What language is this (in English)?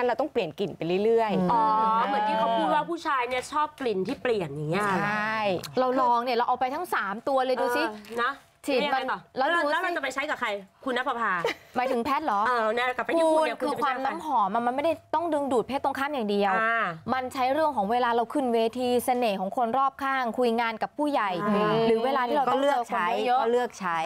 Thai